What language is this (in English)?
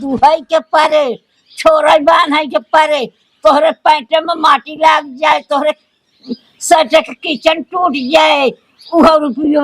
Awadhi